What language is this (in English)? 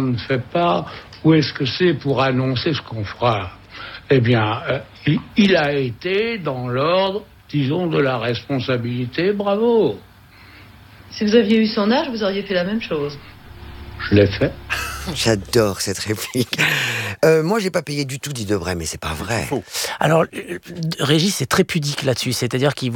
French